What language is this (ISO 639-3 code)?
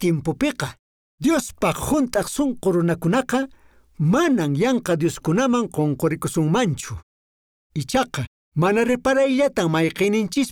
que